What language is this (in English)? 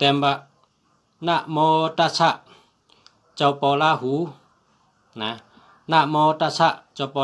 Shan